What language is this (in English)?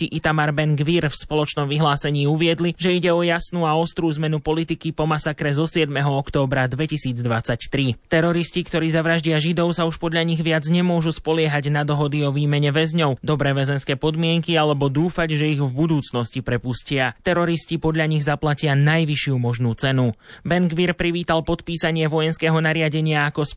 Slovak